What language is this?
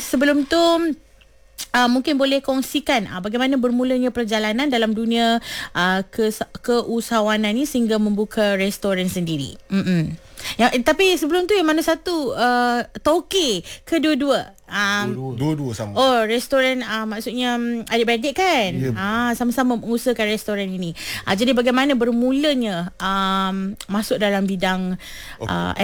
Malay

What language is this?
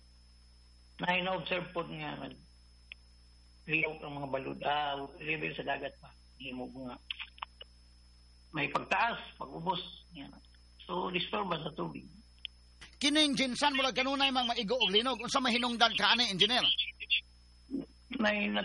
Cebuano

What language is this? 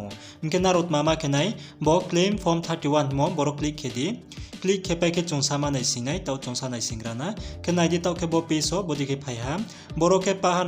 Riang (India)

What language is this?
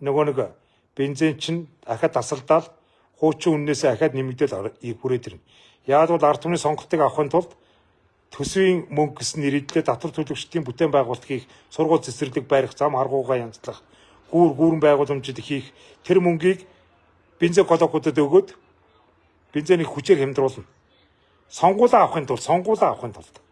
Mongolian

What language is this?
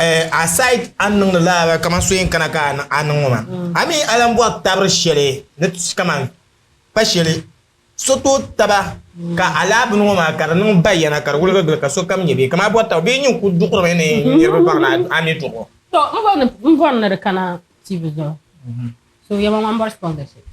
Dagbani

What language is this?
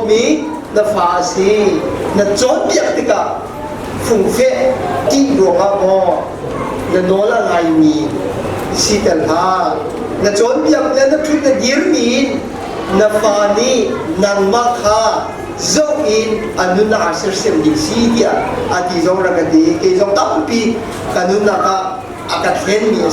Hakha Chin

